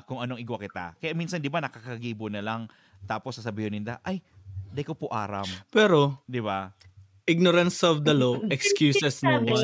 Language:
Bikol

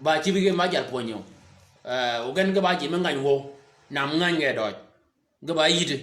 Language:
Shilluk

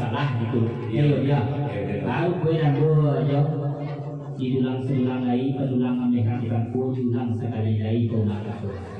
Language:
Minangkabau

